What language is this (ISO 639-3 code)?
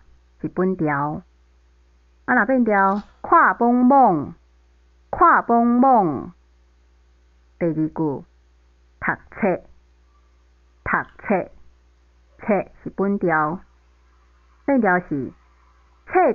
nan